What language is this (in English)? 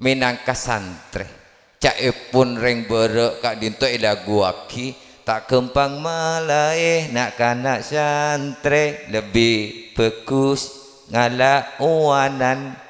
Madurese